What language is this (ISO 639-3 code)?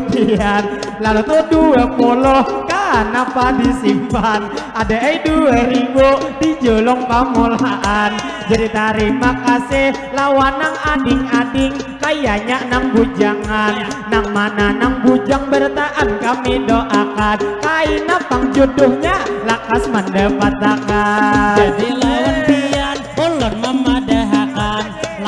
bjn